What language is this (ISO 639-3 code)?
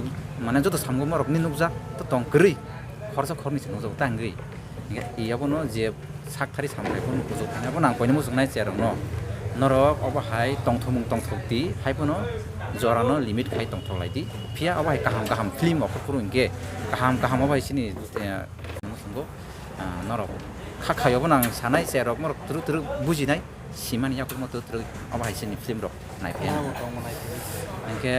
trp